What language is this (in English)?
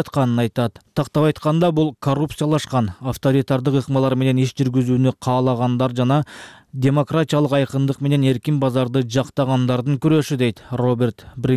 Kyrgyz